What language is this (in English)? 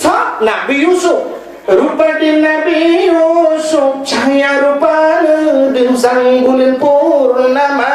Achinese